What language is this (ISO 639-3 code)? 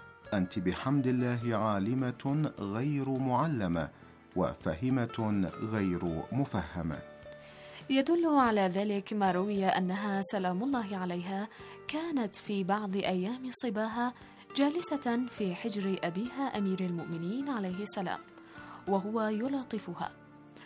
ara